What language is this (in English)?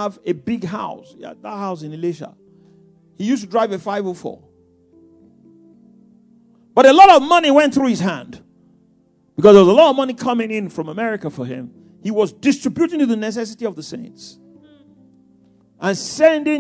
English